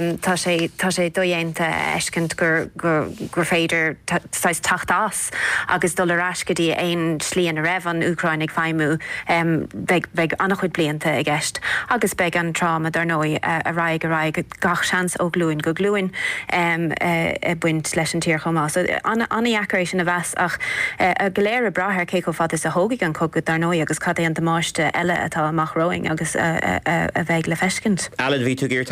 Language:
Irish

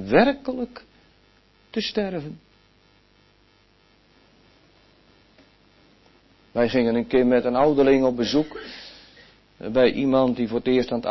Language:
Dutch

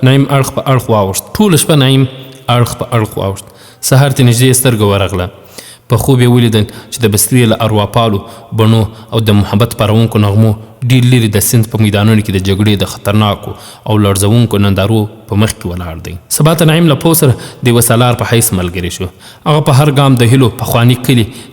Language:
Pashto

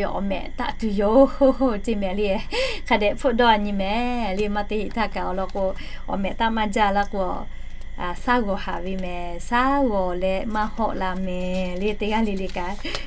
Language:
Lahu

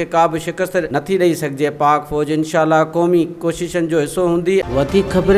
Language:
Sindhi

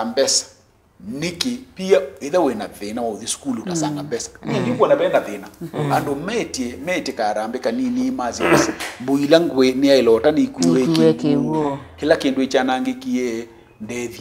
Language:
Kamba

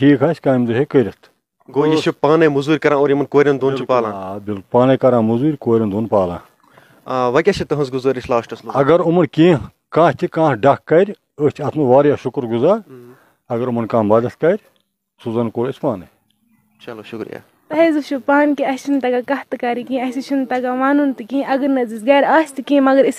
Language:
Kashmiri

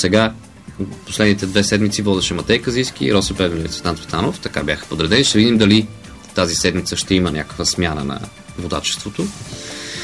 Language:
Bulgarian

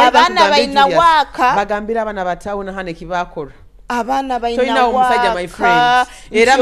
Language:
Nyoro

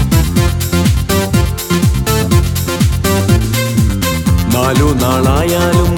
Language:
Malayalam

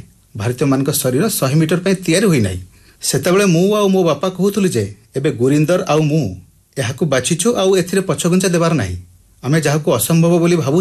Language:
Odia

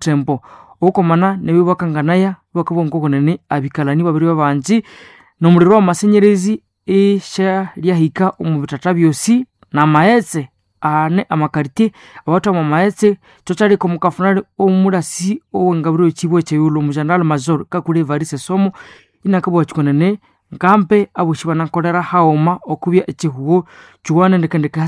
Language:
Nande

